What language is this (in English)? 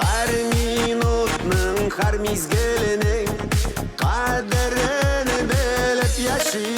Bashkir